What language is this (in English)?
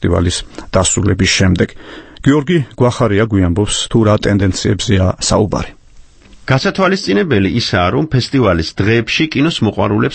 Georgian